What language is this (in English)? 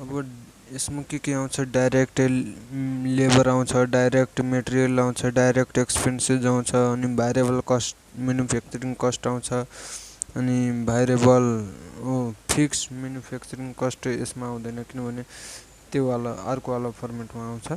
Nepali